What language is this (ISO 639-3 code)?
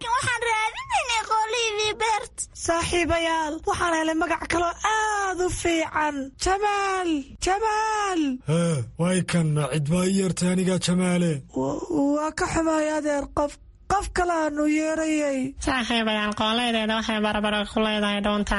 som